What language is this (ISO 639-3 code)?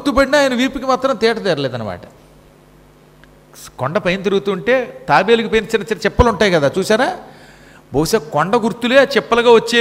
tel